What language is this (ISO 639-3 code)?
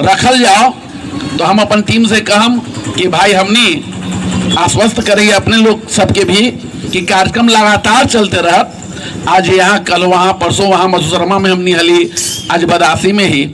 mag